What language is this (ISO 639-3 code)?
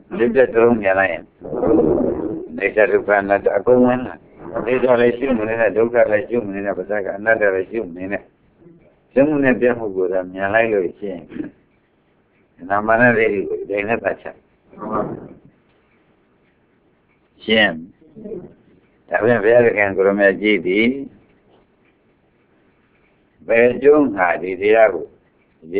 mya